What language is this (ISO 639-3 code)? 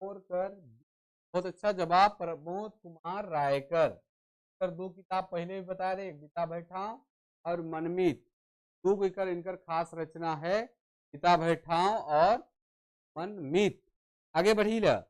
sck